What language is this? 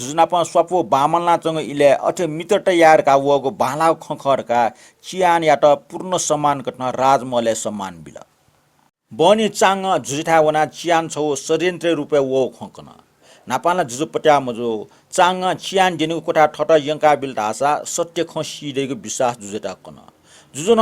Newari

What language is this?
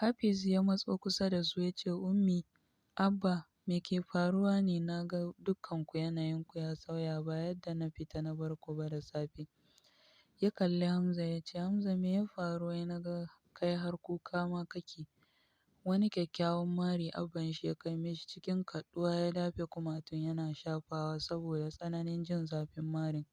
Hausa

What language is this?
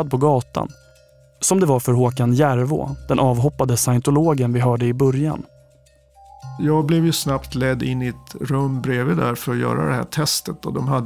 Swedish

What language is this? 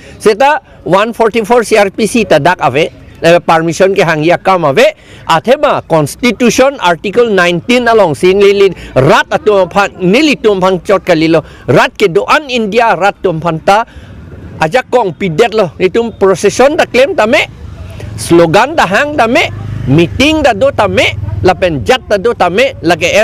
Karbi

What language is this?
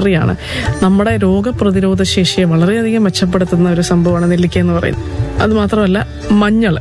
Malayalam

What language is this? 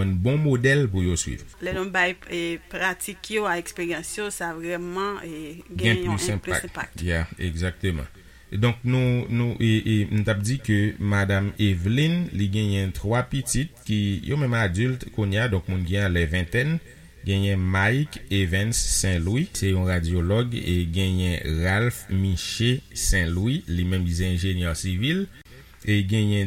Haitian Creole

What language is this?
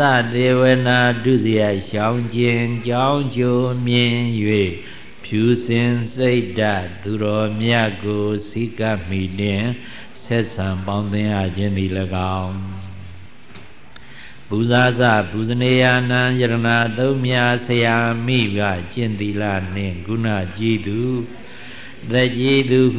Burmese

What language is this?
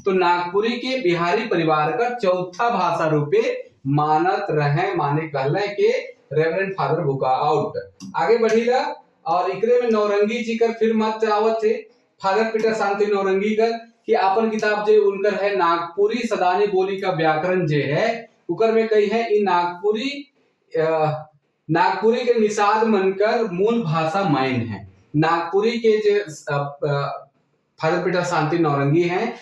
Sadri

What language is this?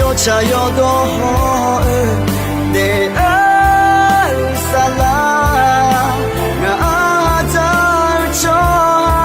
Akha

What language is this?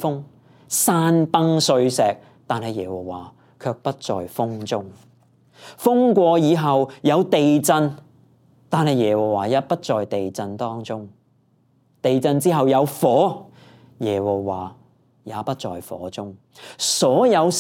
Cantonese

